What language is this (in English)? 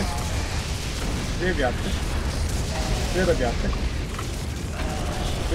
Turkish